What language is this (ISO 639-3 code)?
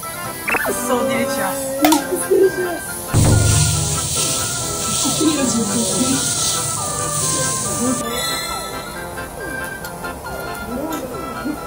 jpn